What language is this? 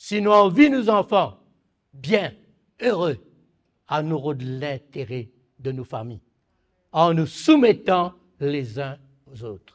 Morisyen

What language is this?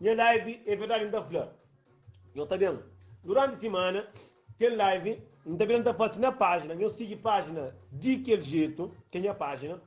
Kabuverdianu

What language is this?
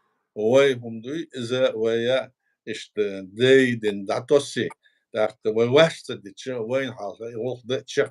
Chechen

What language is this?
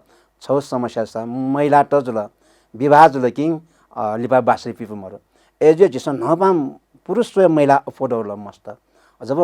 Newari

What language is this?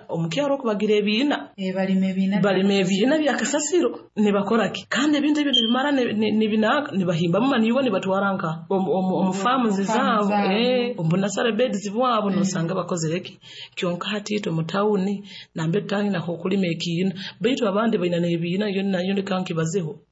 Nyoro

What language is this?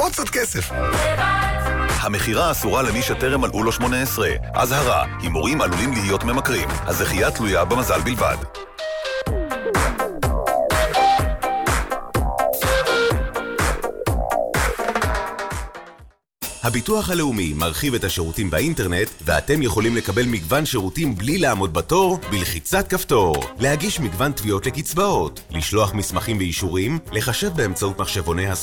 Hebrew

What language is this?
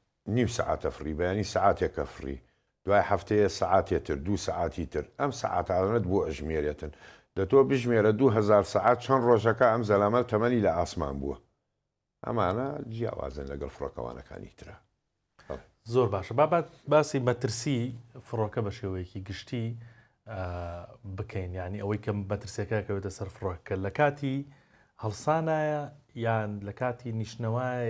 Central Kurdish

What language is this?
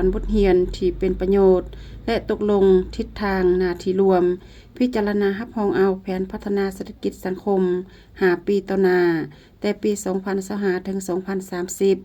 Lao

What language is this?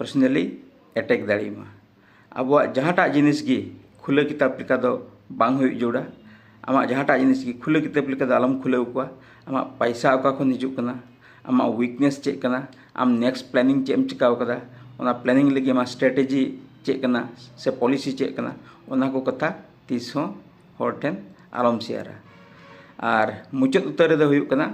Santali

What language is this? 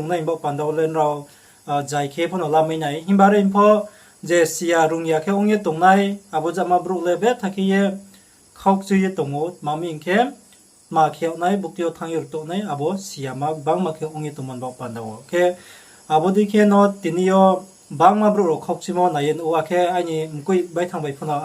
Riang (India)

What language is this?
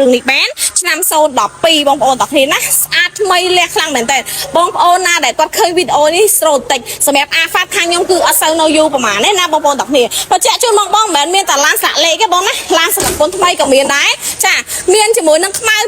Khmer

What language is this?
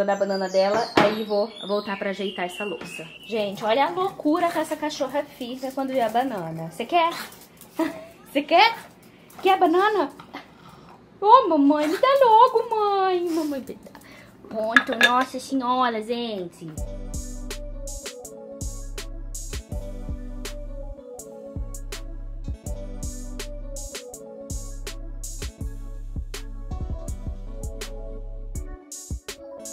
Portuguese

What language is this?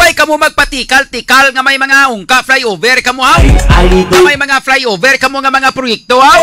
Hiligaynon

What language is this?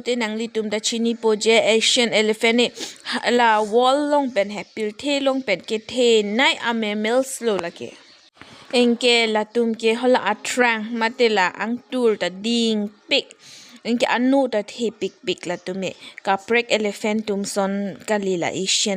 Karbi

